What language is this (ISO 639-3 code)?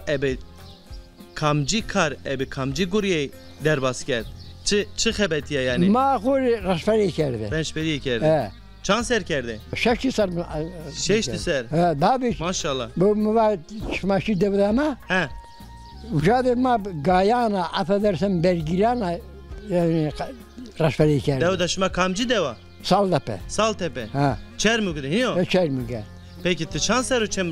zza